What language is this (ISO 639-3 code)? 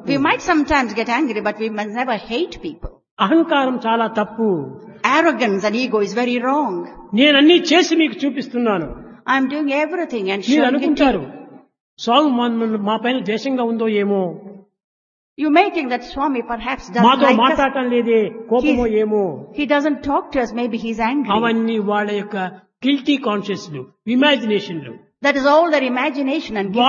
tel